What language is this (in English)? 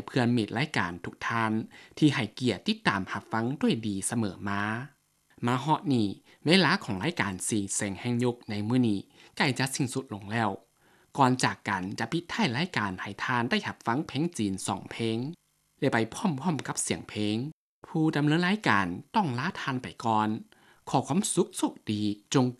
Lao